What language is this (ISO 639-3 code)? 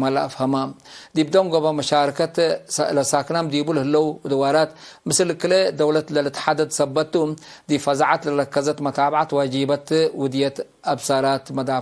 tig